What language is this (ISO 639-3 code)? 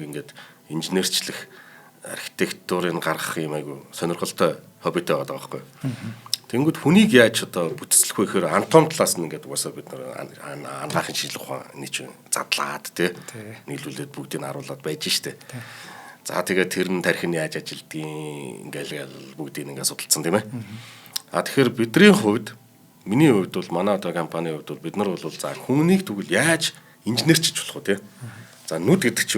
mon